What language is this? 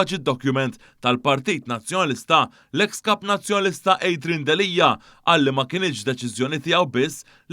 Maltese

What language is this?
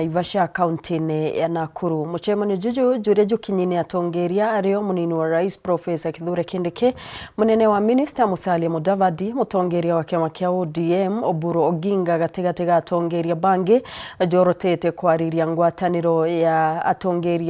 Meru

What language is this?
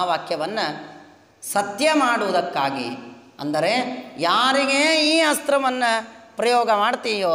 Kannada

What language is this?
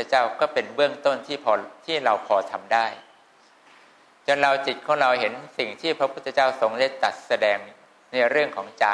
Thai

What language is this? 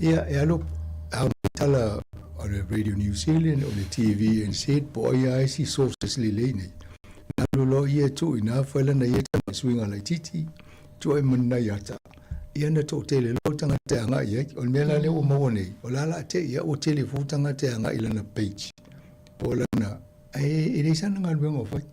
Samoan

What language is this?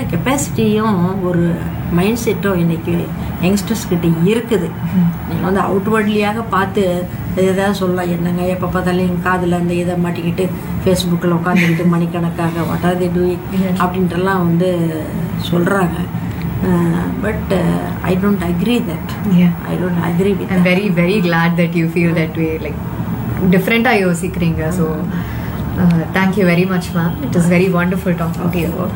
Tamil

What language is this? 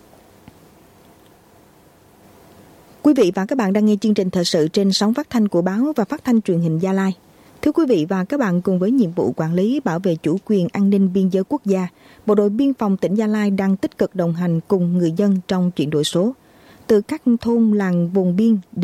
Vietnamese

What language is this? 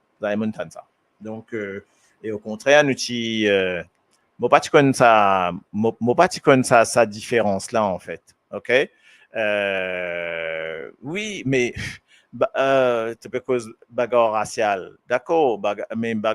Morisyen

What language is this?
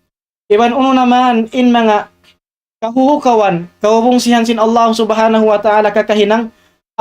Tausug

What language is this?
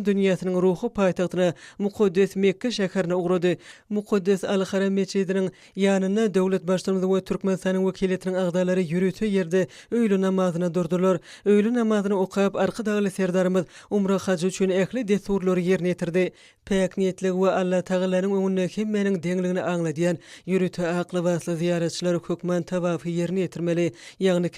Turkmen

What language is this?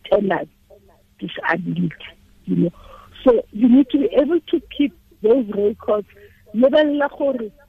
Tswana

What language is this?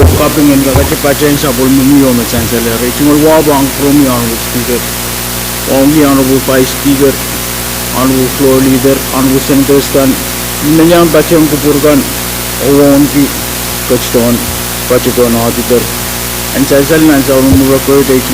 Pohnpeian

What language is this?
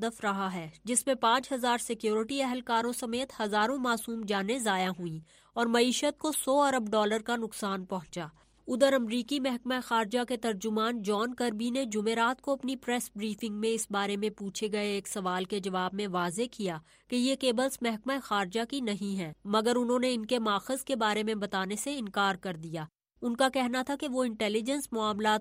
Urdu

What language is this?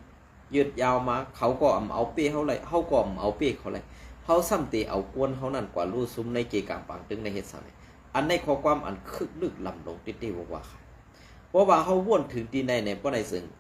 Shan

